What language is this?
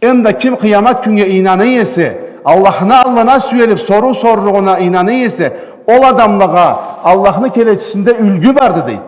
Karachay-Balkar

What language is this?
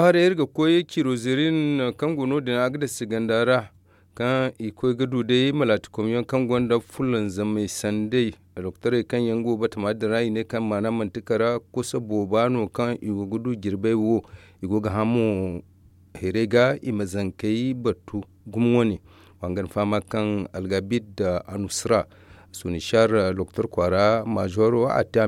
Zarma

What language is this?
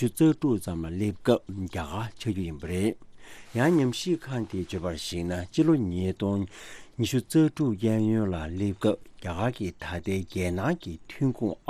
Tibetan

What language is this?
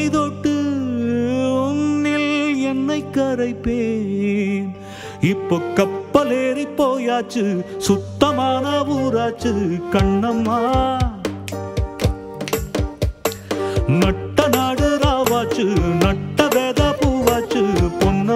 Tamil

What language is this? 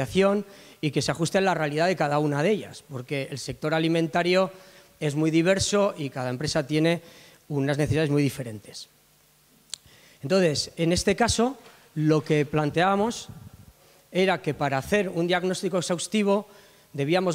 Spanish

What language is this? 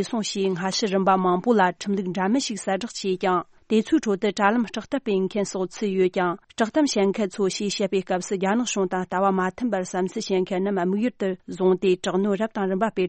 Tibetan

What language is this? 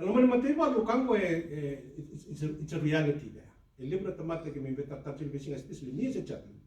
Fijian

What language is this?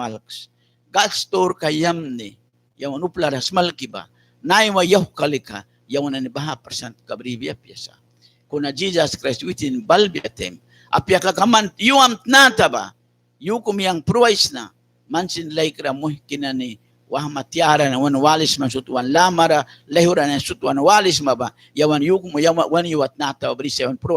Mískito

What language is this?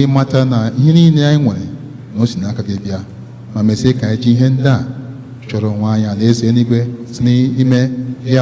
Igbo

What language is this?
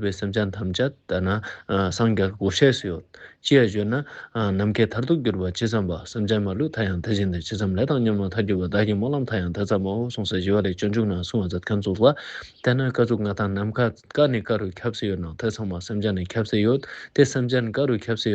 Ladakhi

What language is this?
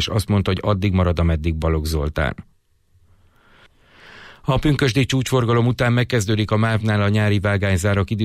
Hungarian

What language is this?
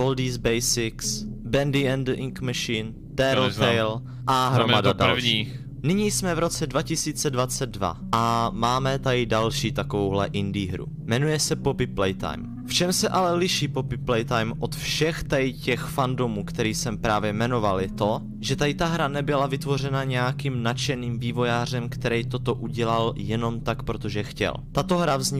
Czech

